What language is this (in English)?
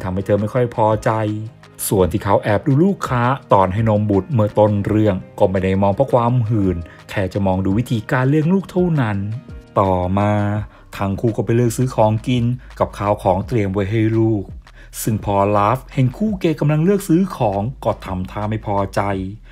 Thai